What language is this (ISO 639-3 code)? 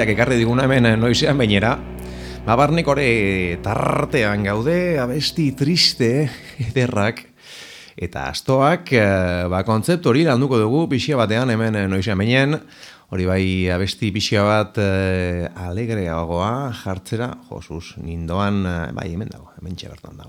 eus